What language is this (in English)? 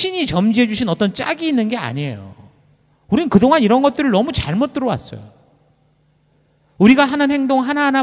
Korean